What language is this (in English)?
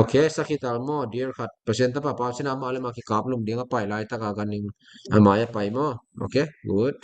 Tedim Chin